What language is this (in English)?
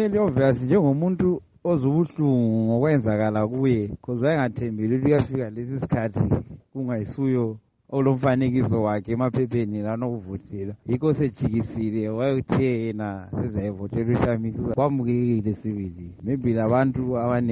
North Ndebele